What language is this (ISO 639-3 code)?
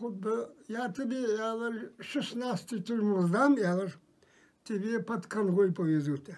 inh